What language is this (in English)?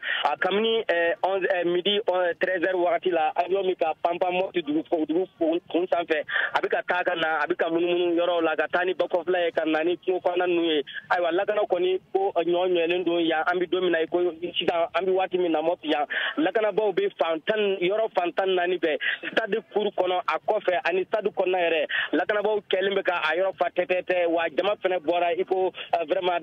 Bambara